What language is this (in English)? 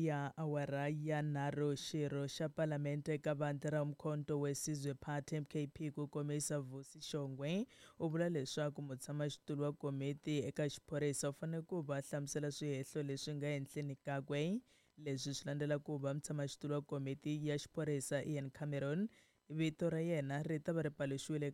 Tsonga